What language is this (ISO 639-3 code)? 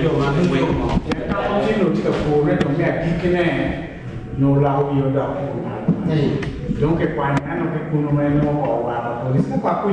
ach